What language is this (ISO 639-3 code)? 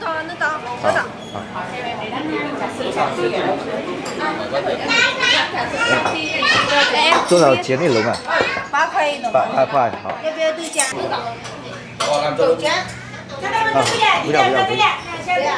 vie